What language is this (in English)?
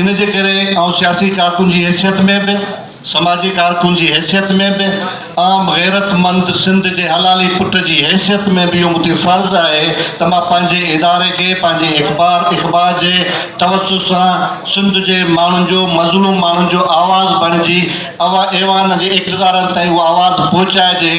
Sindhi